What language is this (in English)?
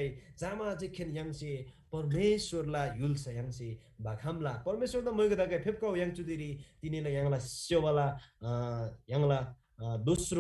Eastern Tamang